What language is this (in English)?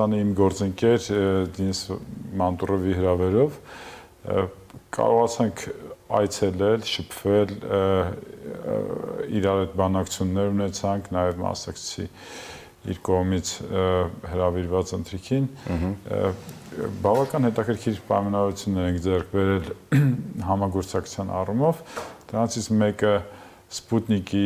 Armenian